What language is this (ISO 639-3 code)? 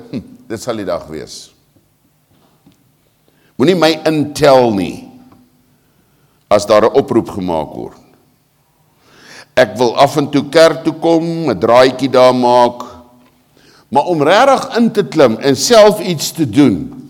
afr